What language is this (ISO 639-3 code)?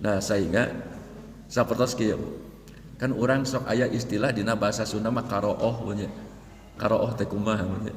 sun